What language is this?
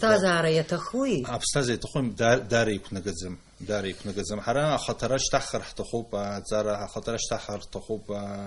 Abkhazian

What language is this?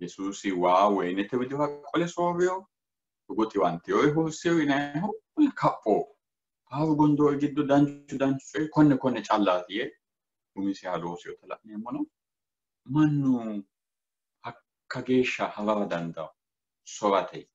Sidamo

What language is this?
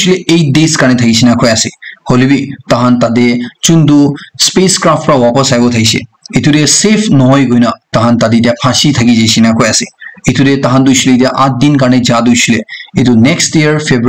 Naga Pidgin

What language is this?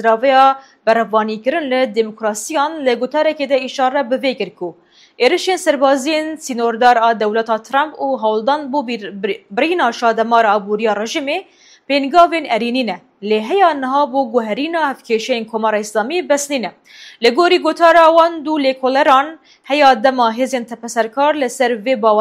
Kurdish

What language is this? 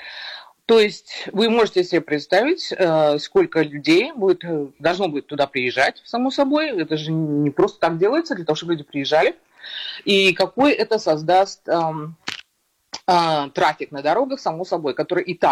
Russian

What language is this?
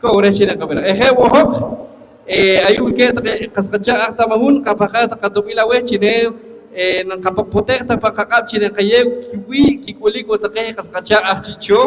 Poqomchi'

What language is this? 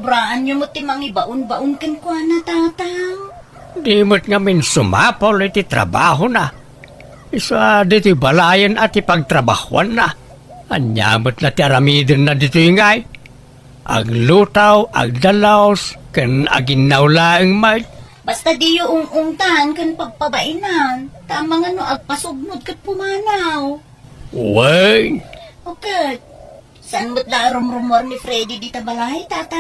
Iloko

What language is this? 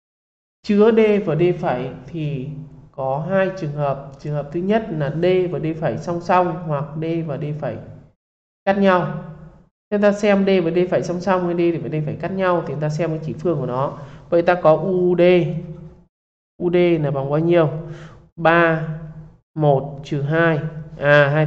Vietnamese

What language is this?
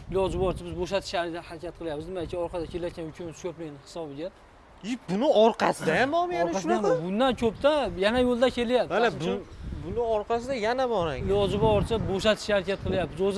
Uzbek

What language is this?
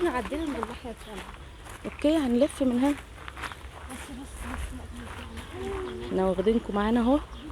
Egyptian Arabic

